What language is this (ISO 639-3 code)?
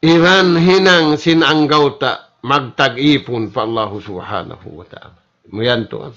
tsg